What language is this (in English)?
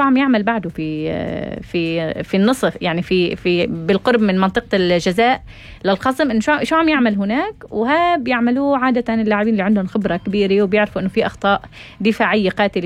North Levantine Arabic